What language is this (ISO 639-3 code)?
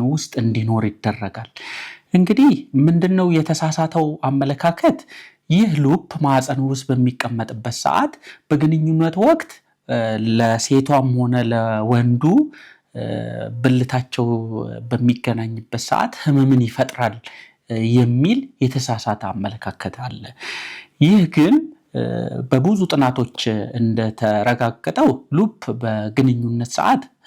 amh